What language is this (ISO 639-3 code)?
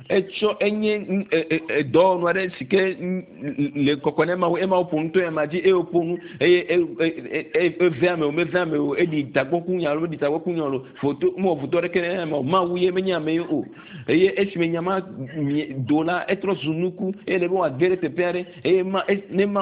ewe